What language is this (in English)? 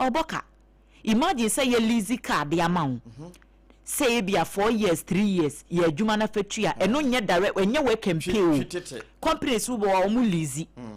Akan